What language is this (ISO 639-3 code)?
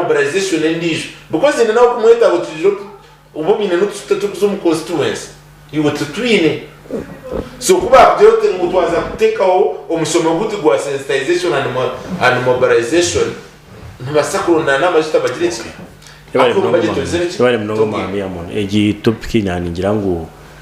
nyn